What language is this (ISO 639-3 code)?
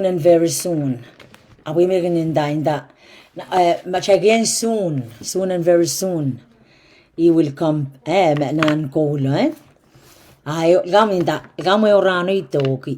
pon